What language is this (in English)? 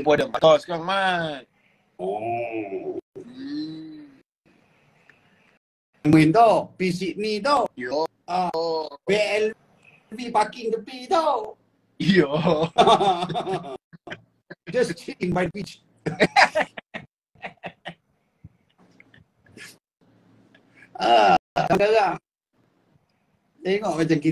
Malay